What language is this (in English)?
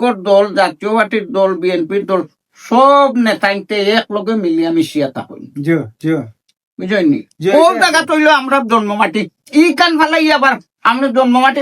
Sylheti